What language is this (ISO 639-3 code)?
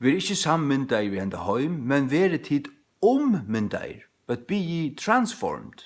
fao